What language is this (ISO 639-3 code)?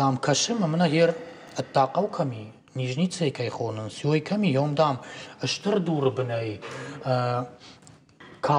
oss